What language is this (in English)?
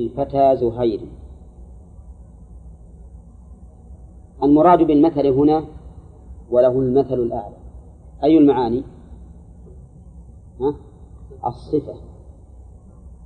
Arabic